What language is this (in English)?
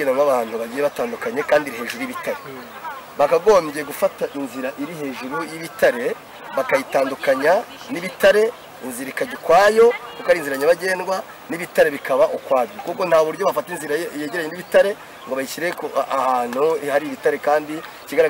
Kinyarwanda